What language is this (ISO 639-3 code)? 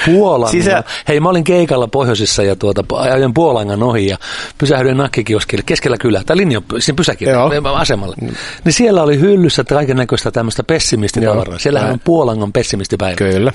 fin